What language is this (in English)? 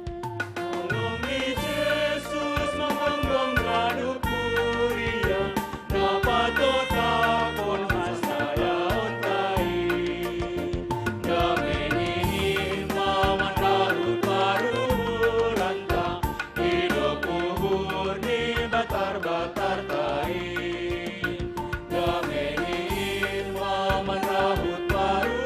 Batak Simalungun